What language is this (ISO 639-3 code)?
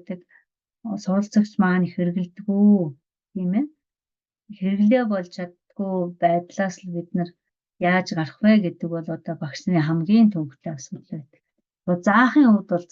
mon